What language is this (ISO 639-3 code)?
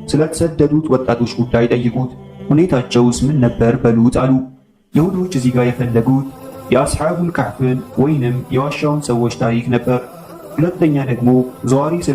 amh